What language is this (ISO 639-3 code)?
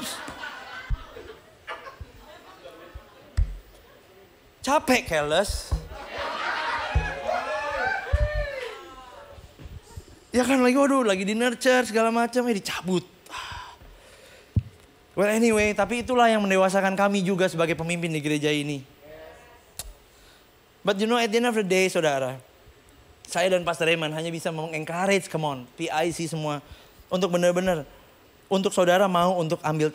ind